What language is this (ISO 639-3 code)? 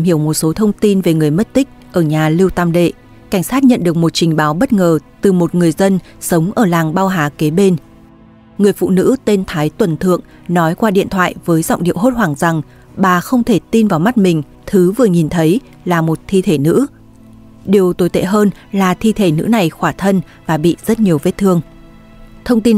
vie